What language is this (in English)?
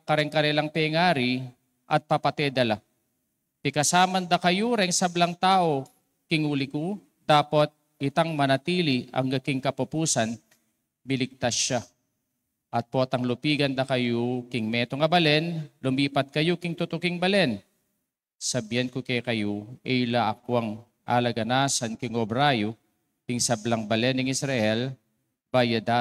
Pampanga